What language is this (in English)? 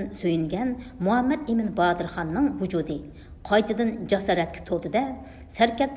Uyghur